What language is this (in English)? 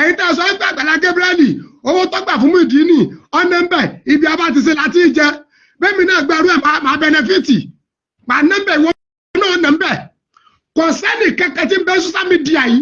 Yoruba